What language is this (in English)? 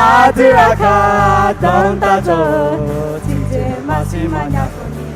Akha